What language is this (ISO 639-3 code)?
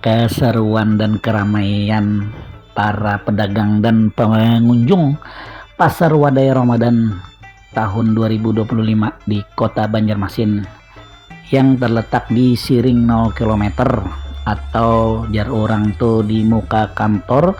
bjn